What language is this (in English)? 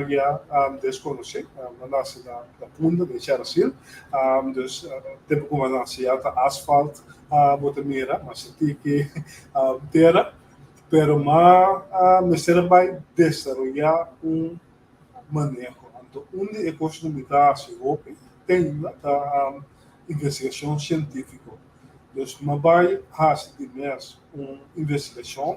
Papiamento